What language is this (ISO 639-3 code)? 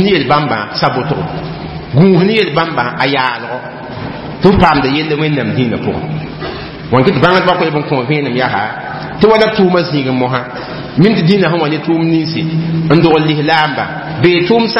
mos